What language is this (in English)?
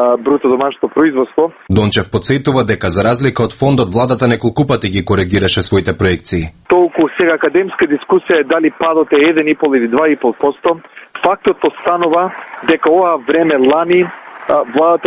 Macedonian